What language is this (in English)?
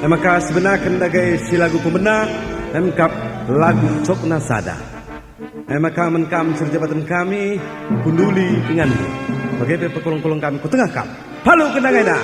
Batak Karo